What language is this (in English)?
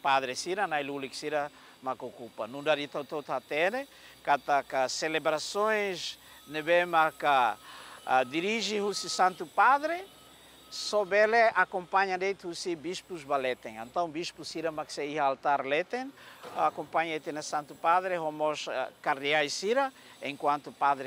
Tetum